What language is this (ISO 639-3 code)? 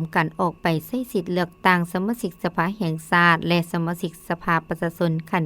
lao